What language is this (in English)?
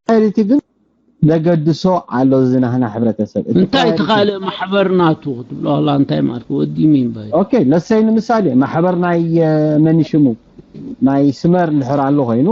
Tigrinya